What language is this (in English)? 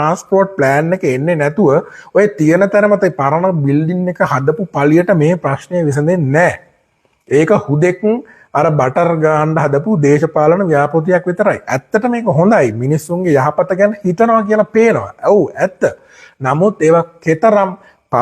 Sinhala